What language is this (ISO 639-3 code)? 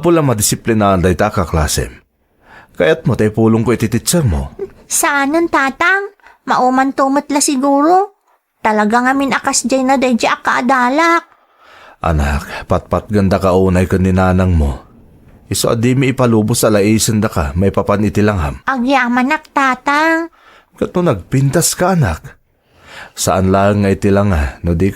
ilo